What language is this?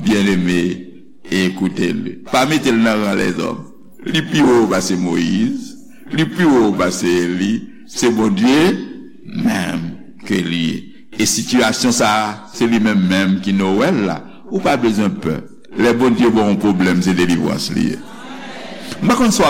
Haitian Creole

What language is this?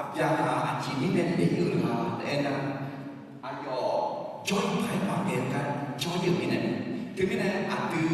Akha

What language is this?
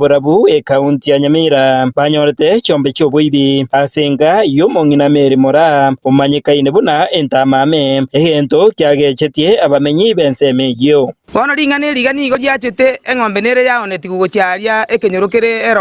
Gusii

